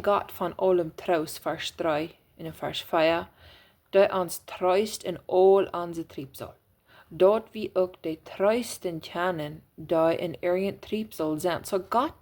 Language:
Plautdietsch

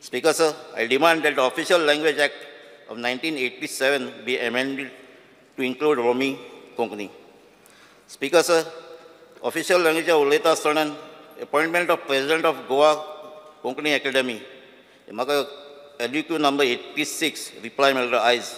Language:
Konkani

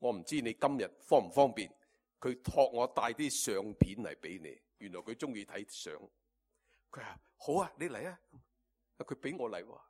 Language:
Cantonese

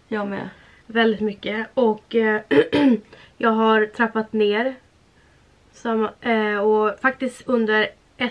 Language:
Swedish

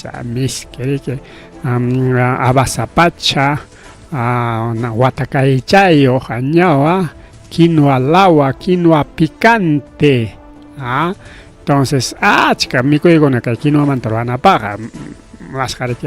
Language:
Ayacucho Quechua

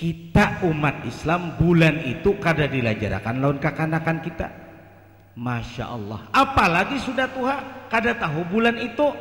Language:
Banjar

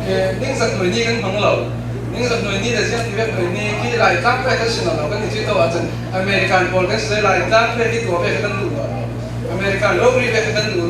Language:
Falam Chin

